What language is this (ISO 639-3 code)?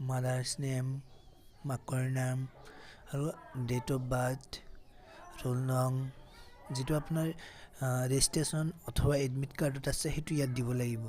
asm